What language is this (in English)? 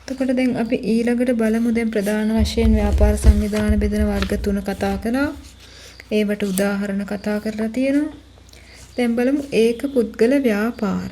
Sinhala